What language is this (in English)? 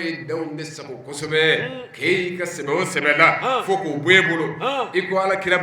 Bambara